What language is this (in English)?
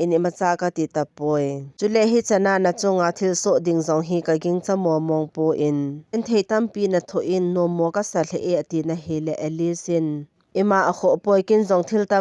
Thado Chin